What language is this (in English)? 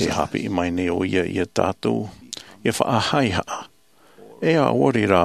Tahitian